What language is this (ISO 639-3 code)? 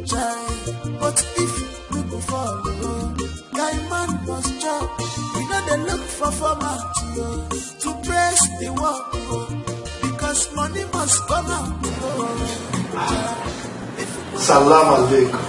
pcm